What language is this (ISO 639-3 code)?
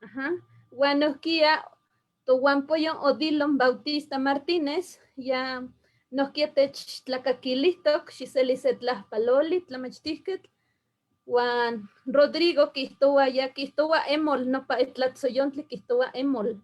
nhe